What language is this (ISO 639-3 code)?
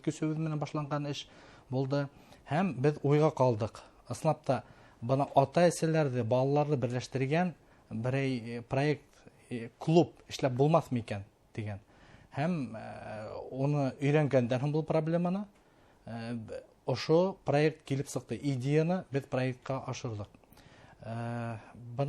bak